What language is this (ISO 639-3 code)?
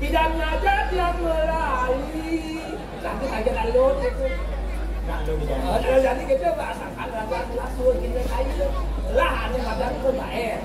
ban